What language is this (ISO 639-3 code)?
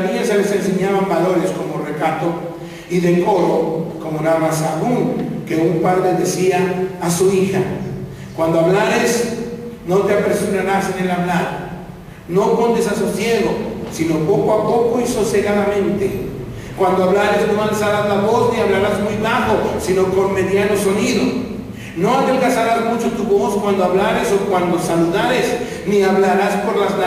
spa